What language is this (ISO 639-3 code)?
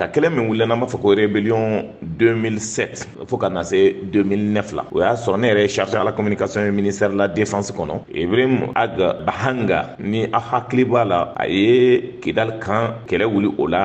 bam